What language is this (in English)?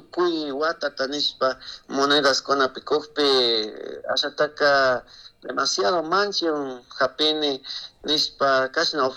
Chimborazo Highland Quichua